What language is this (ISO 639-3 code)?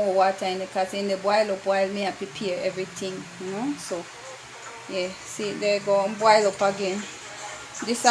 jam